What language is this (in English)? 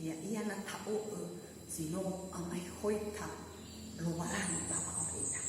Nias